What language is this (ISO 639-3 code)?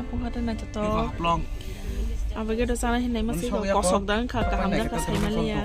trp